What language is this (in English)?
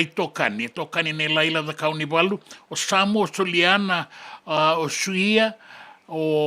Fijian